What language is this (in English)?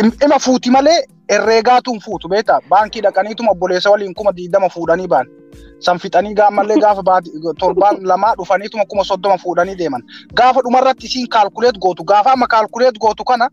Oromo